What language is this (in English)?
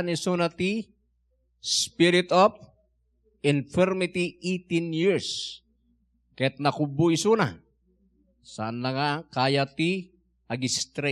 Iloko